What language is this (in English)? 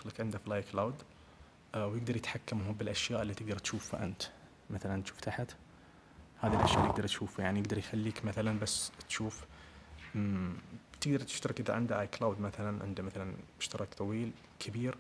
Najdi Arabic